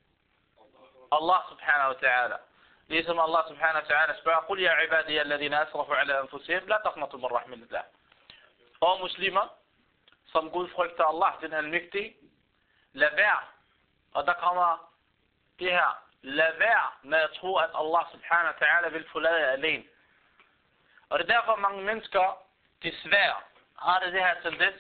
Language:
Danish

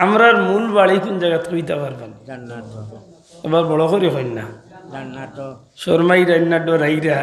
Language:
Sylheti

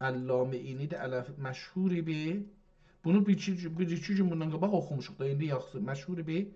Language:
South Azerbaijani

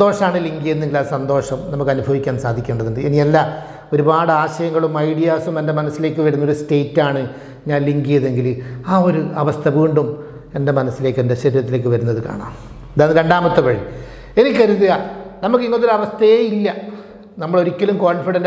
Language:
Malayalam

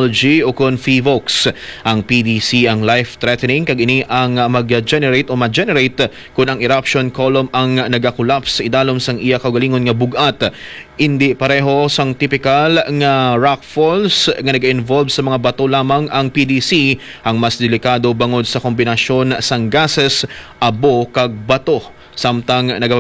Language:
Hiligaynon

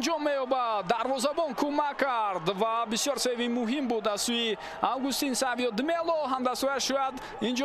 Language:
Tajik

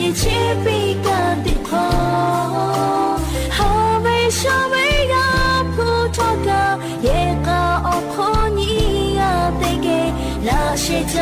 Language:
Lahu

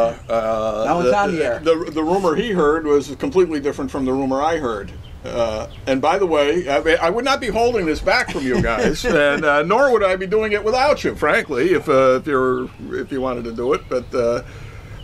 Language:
English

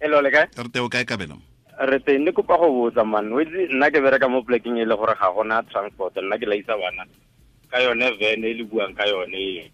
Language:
Tswana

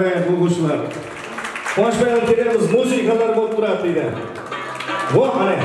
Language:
Kara-Kalpak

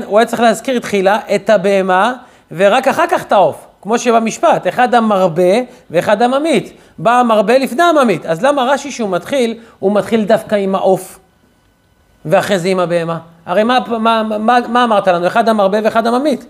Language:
Hebrew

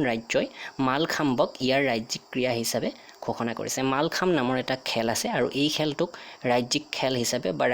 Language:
Assamese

